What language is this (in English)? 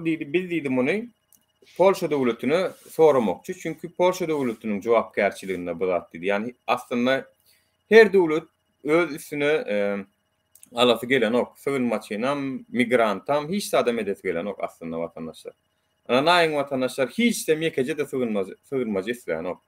Turkmen